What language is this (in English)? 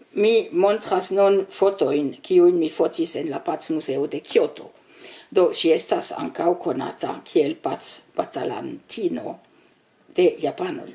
Esperanto